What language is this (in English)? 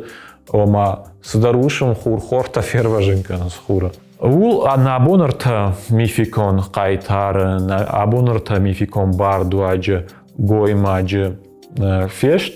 Ossetic